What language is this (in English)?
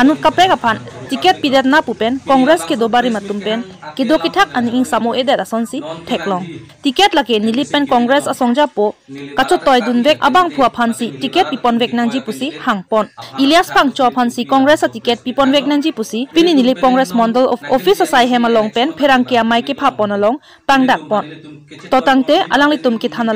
Karbi